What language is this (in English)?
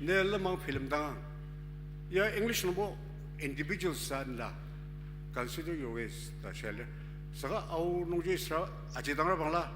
Ao Naga